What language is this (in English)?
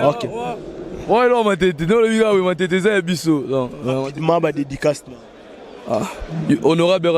Lingala